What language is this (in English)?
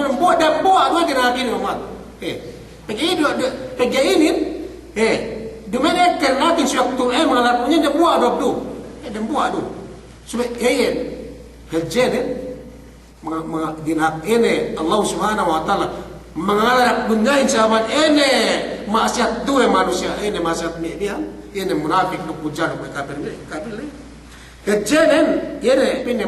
Yakan